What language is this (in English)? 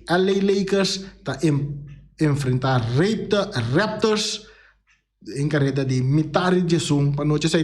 Papiamento